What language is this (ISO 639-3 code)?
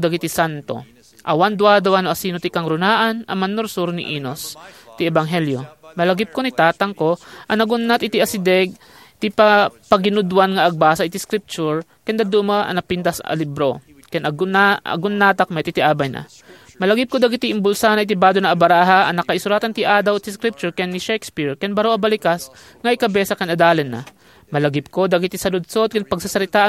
ilo